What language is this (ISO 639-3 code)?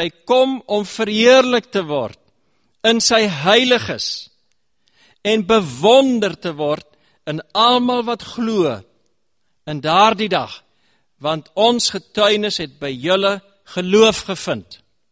afr